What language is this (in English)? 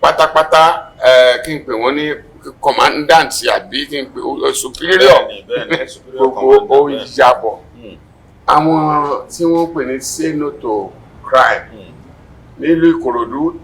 Yoruba